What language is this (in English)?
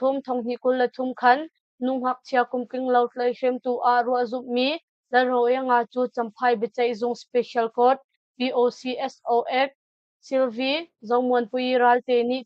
Hakha Chin